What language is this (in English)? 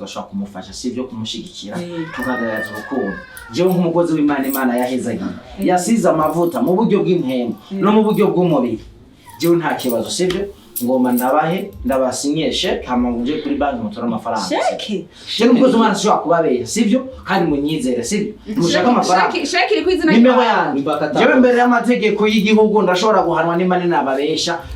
Rundi